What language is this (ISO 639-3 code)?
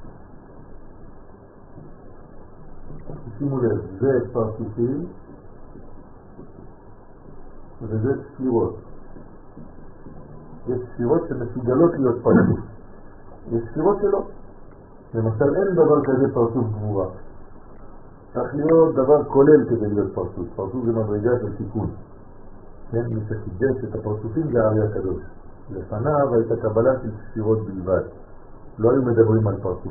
heb